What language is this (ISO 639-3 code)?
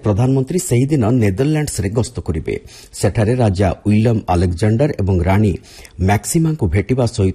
ori